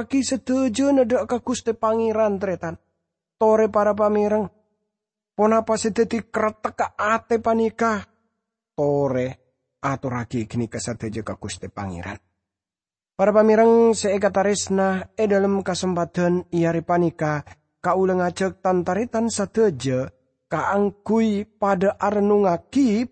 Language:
Madurese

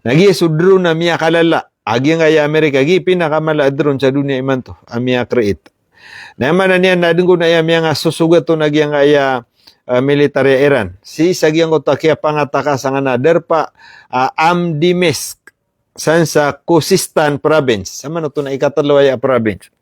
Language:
Maranao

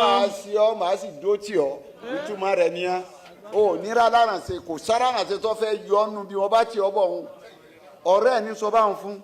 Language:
Yoruba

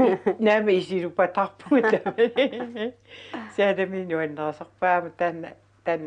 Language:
Kalaallisut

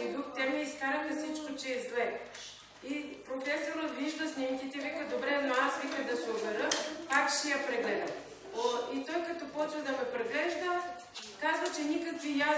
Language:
Bulgarian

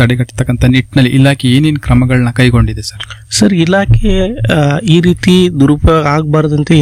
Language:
Kannada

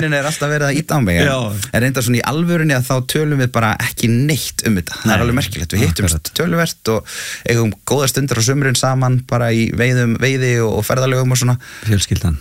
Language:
Icelandic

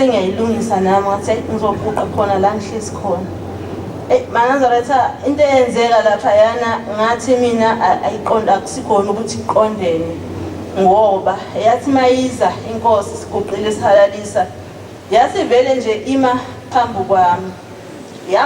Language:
Zulu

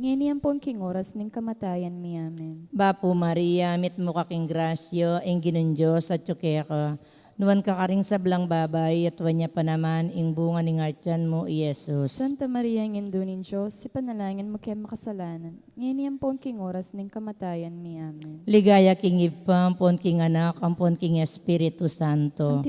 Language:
Pampanga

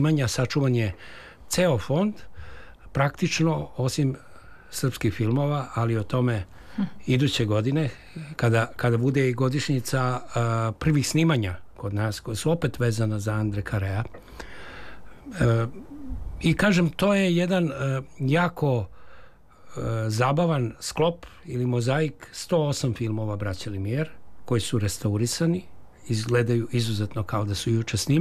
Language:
Serbian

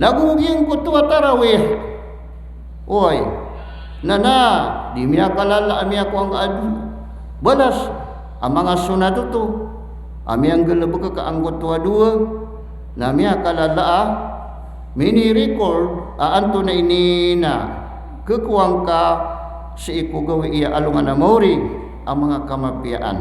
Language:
Maranao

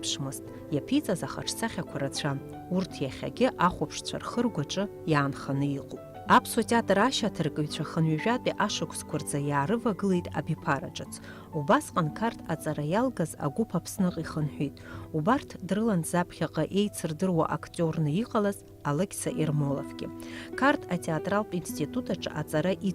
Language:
Abkhazian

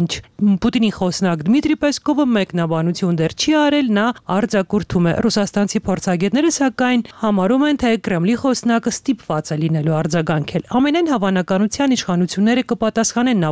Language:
Armenian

